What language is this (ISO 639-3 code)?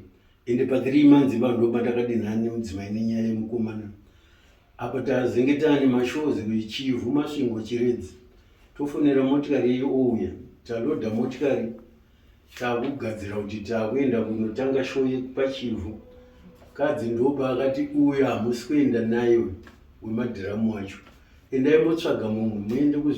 sna